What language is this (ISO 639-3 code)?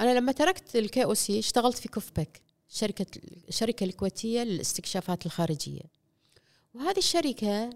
afb